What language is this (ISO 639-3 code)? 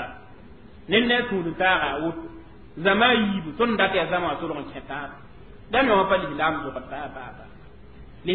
mos